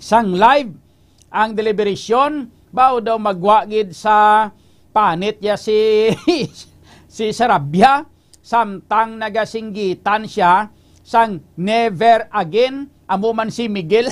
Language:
Hiligaynon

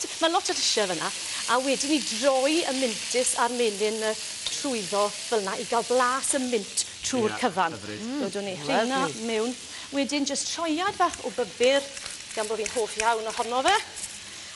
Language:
Welsh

